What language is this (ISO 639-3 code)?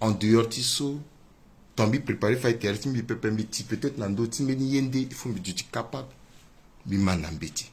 sag